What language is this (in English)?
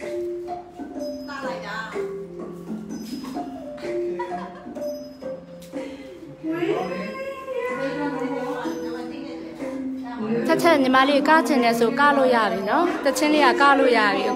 Burmese